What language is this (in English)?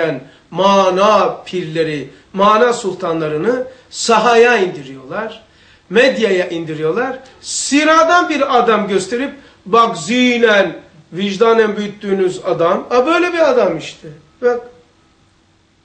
Turkish